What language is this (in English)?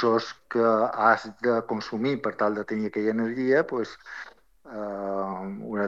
Catalan